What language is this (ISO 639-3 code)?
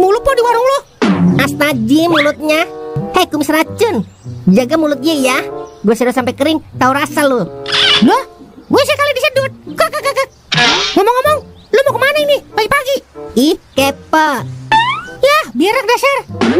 bew